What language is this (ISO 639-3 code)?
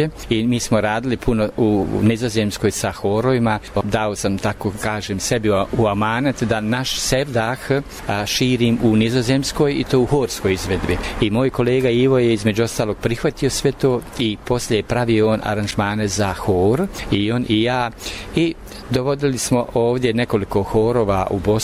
bos